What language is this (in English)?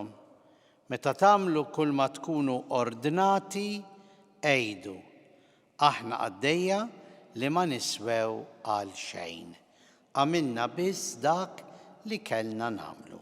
Maltese